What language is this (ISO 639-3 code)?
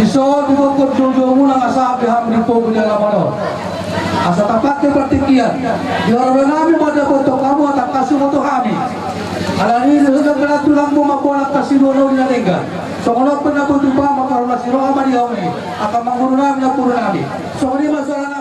bbc